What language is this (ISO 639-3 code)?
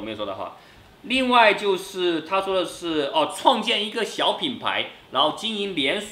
zho